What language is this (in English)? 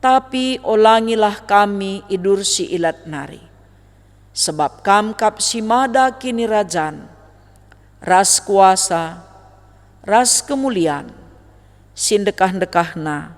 Batak Karo